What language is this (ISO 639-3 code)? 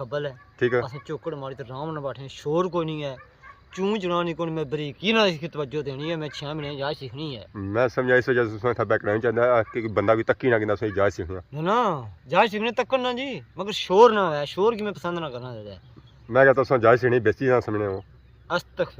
phr